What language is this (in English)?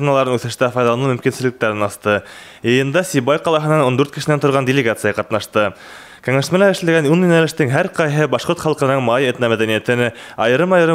Bashkir